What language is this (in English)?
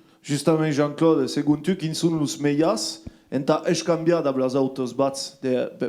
Occitan